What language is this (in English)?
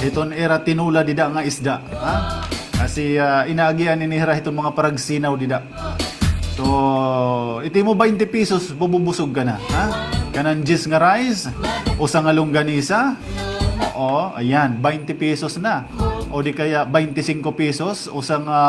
Waray